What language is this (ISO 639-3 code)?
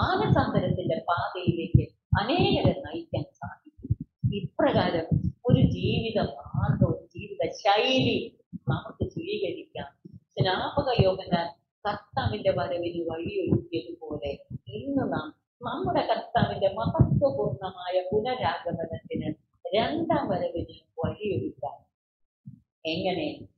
mal